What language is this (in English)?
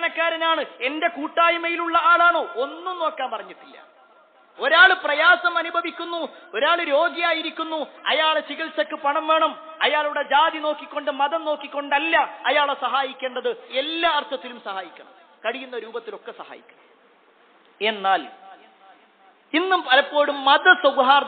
Malayalam